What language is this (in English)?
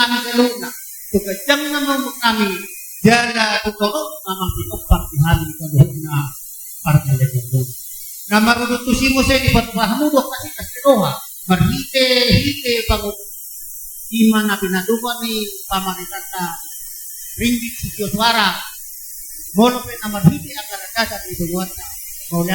Batak Toba